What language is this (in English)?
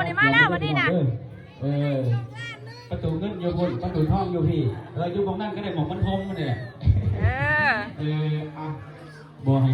Northeastern Thai